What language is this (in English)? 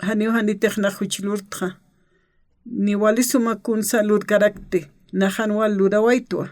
Aymara